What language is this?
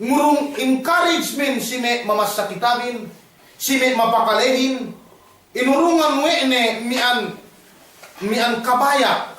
Yakan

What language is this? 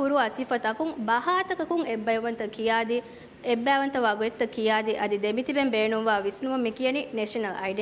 Divehi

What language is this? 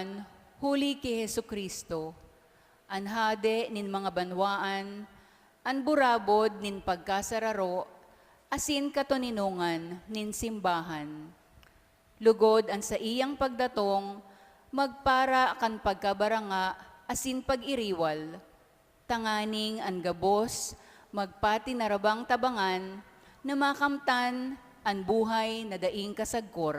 Bikol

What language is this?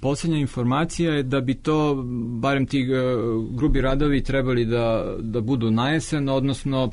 Serbian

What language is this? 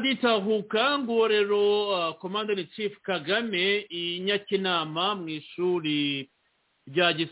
Kinyarwanda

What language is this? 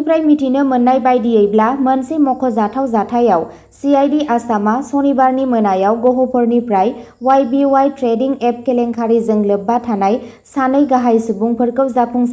Bodo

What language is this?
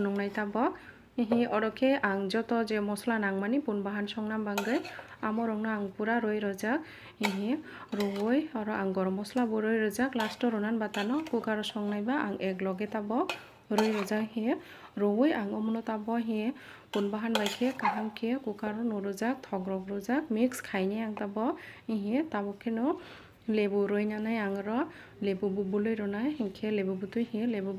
Kok Borok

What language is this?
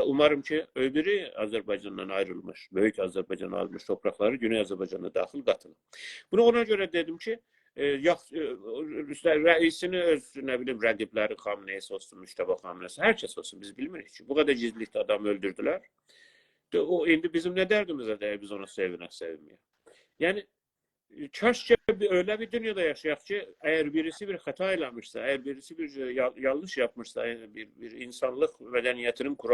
South Azerbaijani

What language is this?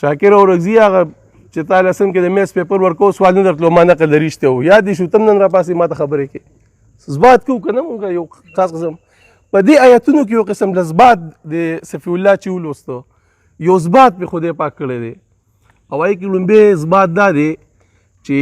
Pashto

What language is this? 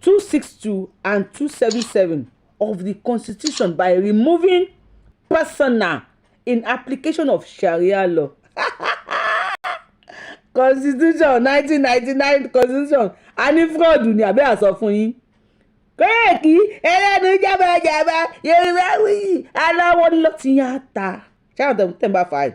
Yoruba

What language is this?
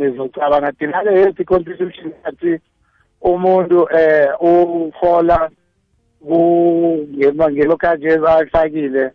South Ndebele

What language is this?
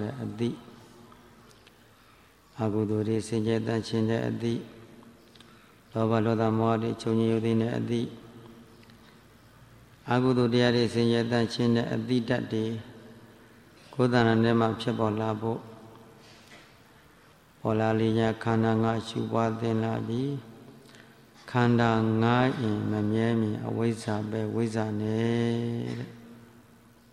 Burmese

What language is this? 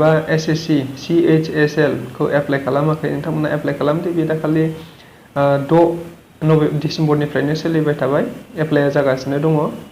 Bodo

